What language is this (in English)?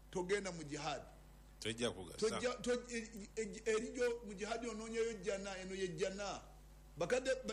Ganda